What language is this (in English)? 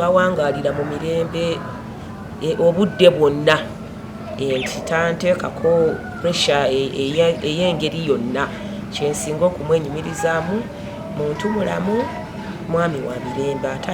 Ganda